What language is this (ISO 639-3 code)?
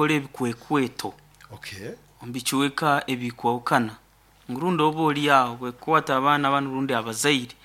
nyo